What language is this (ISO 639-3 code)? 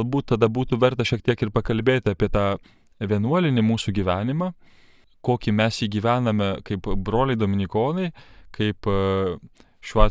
lit